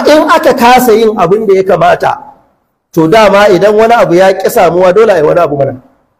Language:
Hausa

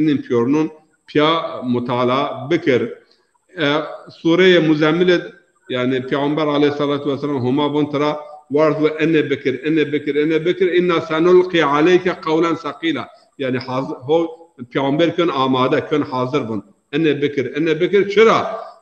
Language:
Zaza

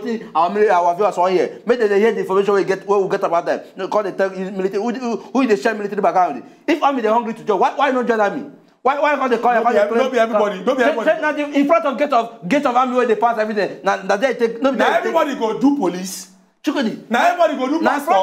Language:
Nigerian Pidgin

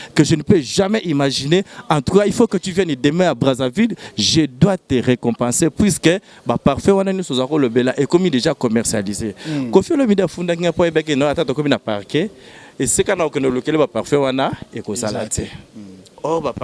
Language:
Lingala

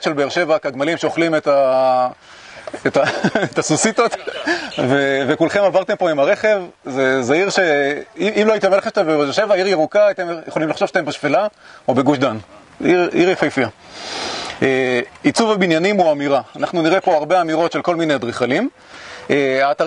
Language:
Hebrew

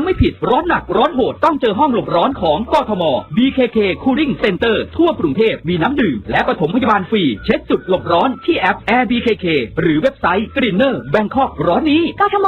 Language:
Thai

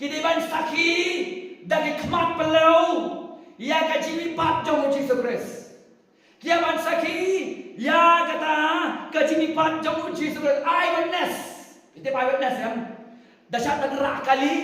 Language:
Khasi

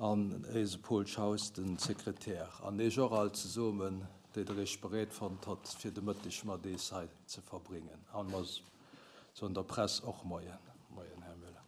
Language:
Luxembourgish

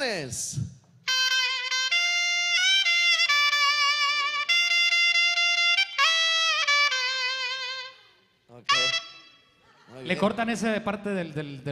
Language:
Spanish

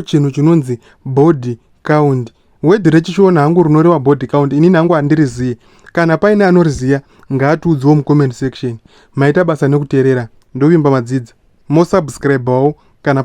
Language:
Shona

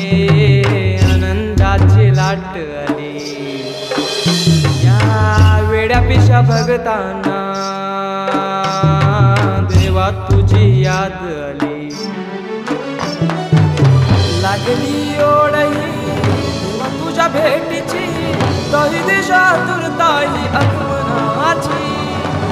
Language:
Marathi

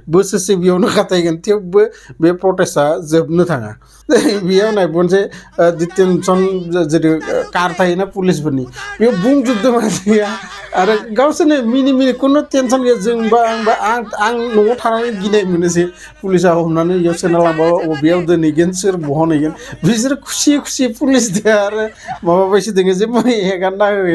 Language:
Bodo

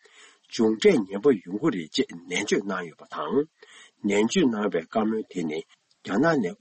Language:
Tibetan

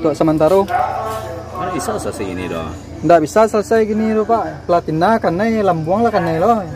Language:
Minangkabau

